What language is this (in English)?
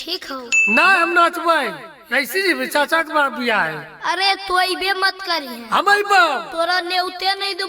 Magahi